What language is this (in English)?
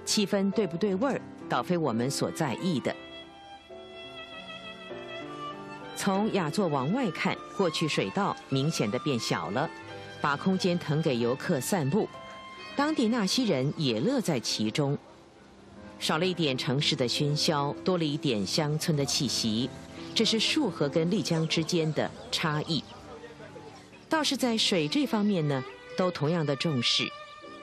Chinese